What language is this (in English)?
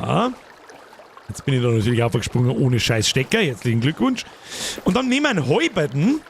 Bavarian